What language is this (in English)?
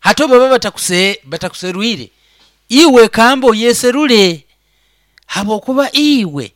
Nyoro